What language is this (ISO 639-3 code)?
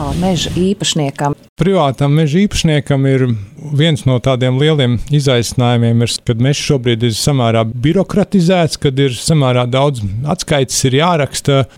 lav